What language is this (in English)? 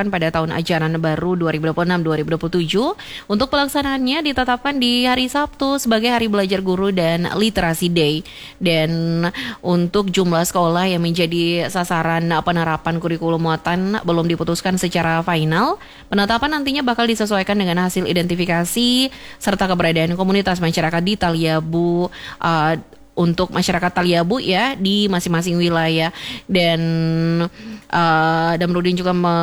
Indonesian